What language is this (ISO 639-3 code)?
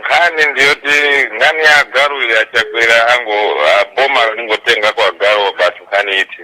nya